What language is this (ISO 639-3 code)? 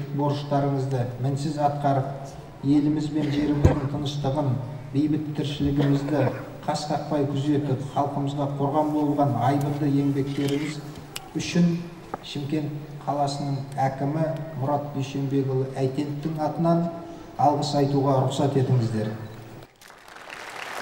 kaz